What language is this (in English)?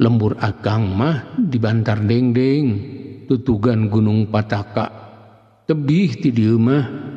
Sundanese